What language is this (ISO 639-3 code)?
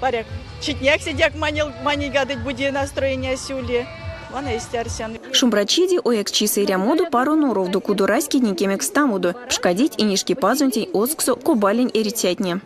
myv